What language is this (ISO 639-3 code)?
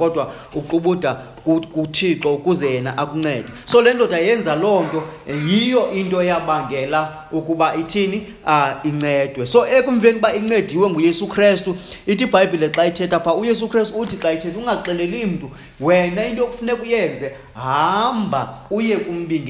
xho